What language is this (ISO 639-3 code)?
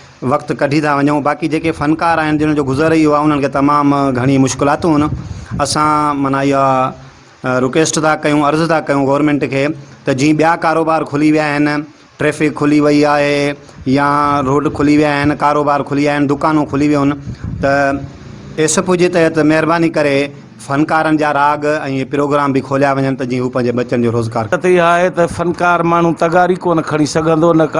snd